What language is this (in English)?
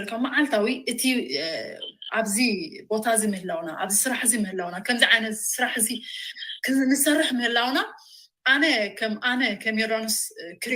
Tigrinya